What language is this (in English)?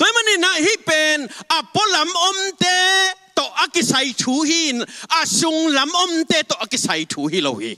Tedim Chin